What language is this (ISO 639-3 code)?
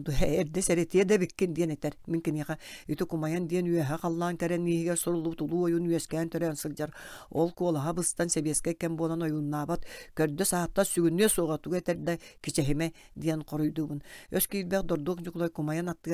sah